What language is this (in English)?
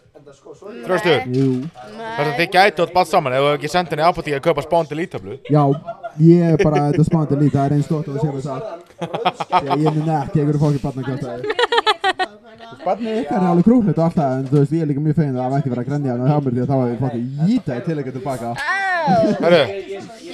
Icelandic